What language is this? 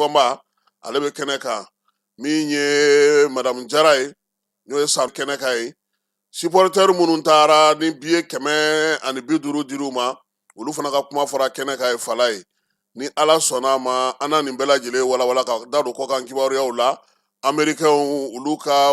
Bambara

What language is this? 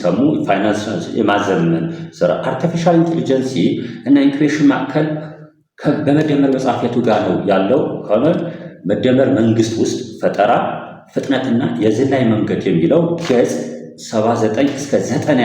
Amharic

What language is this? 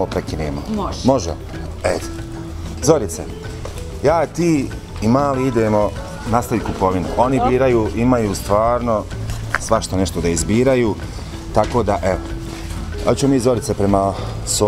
Bosnian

